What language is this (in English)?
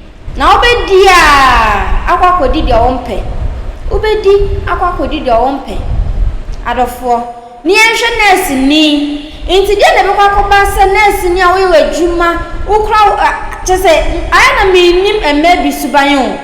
Akan